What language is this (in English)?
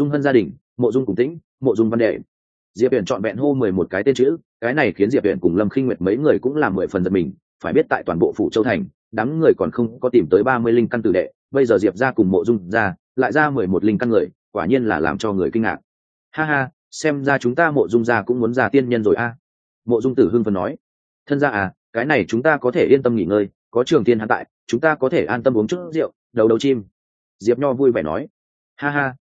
Vietnamese